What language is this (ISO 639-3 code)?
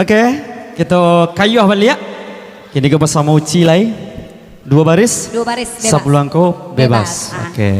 min